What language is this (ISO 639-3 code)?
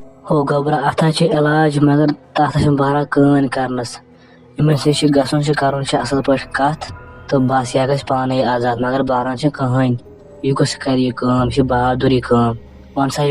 kas